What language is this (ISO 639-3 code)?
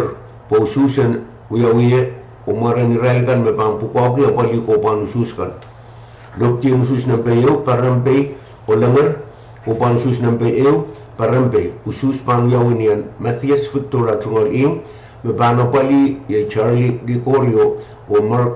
pon